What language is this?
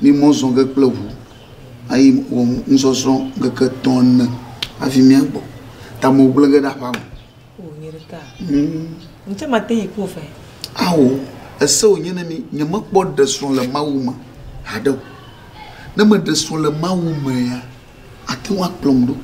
Ewe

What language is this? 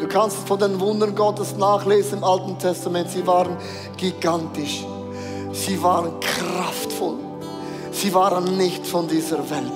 Swiss German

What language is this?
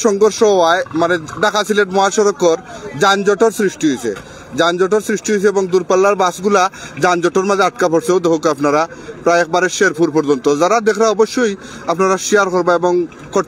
Sylheti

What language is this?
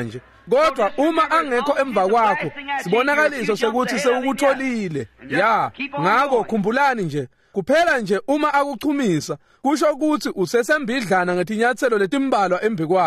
Swati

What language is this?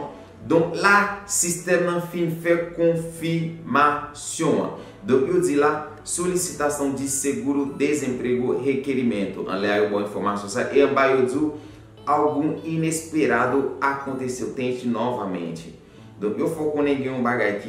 Haitian Creole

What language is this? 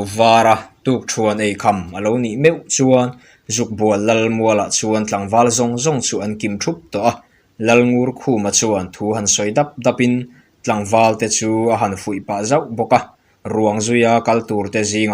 Mizo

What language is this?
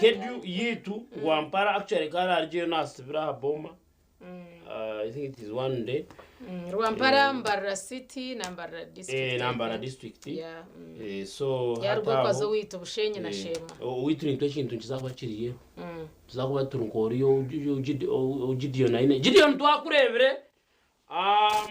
Nyankole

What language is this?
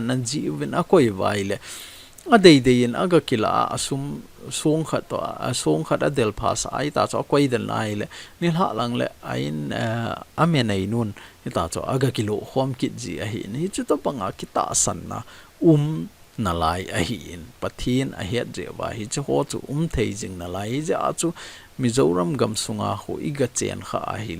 Thado Chin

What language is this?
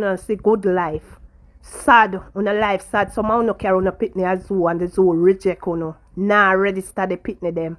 Jamaican Creole English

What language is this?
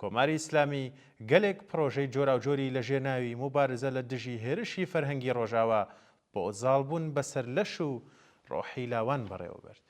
Central Kurdish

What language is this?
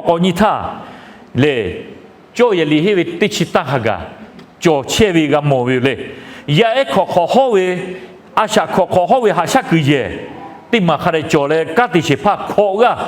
Lahu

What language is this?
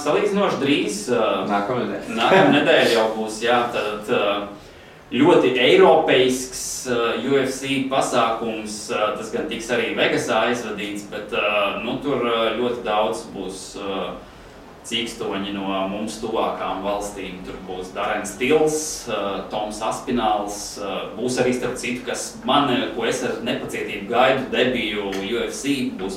Latvian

